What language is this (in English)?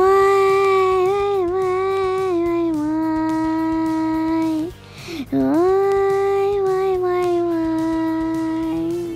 Russian